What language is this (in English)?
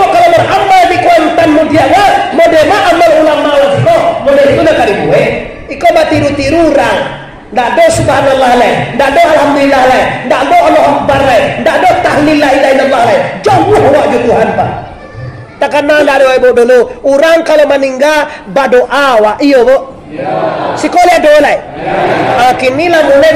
Minangkabau